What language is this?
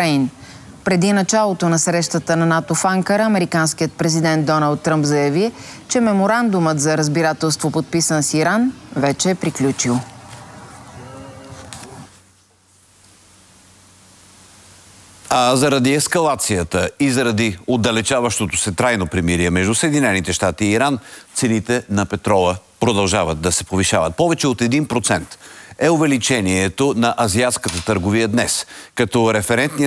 Bulgarian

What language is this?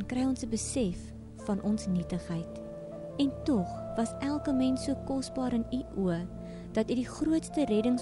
Afrikaans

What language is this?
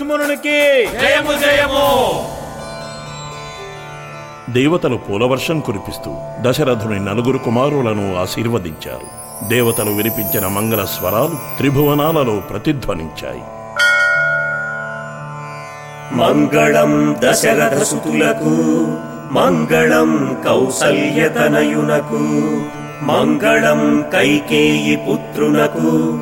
Telugu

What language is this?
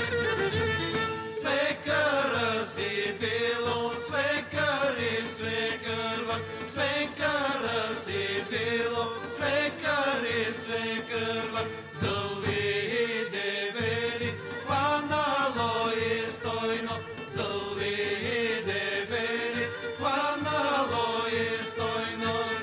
Bulgarian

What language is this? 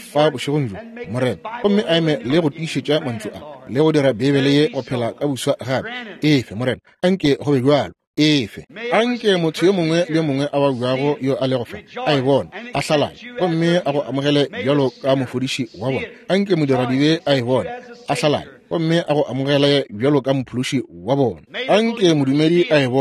Northern Sotho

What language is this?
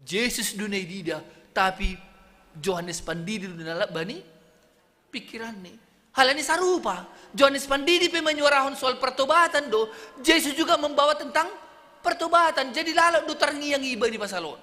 Batak Simalungun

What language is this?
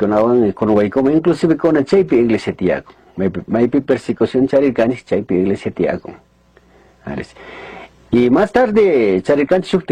Chimborazo Highland Quichua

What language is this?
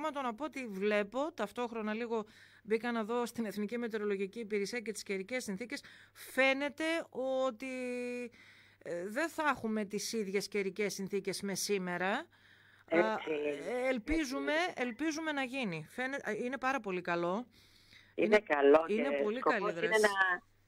Greek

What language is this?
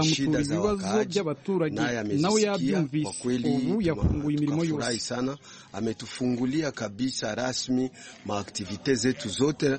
Kinyarwanda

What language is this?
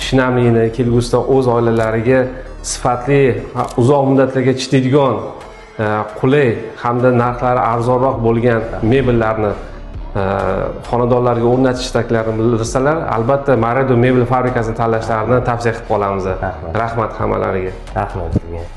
Uzbek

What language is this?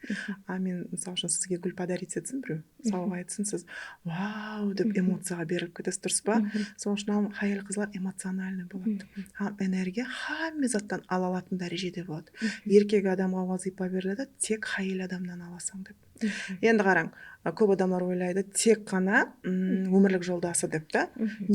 Kara-Kalpak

